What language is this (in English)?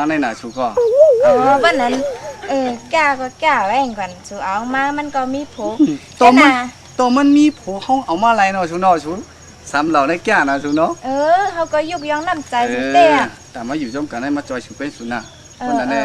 Shan